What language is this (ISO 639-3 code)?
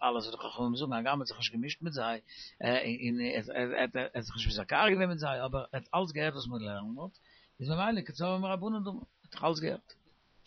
yid